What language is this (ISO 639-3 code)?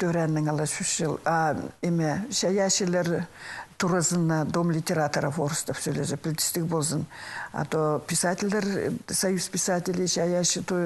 kjh